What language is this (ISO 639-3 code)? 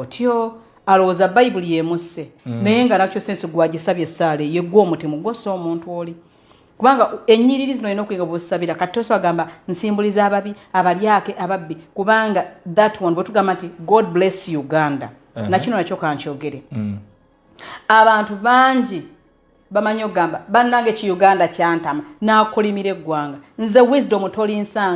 lug